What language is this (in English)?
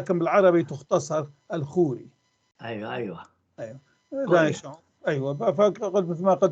North Levantine Arabic